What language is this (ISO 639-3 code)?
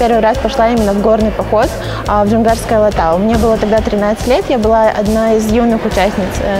rus